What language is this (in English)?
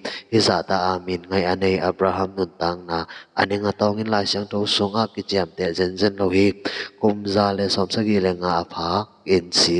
Tedim Chin